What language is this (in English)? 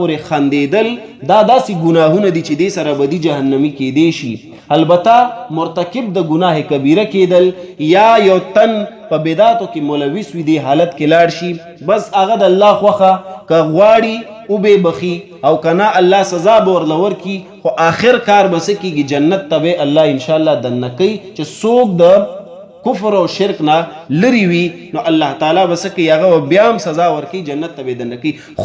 Pashto